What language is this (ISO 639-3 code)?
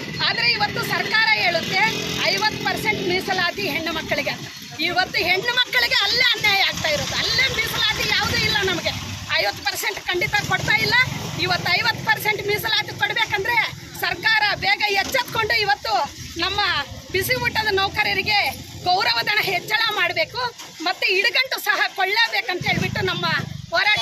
kan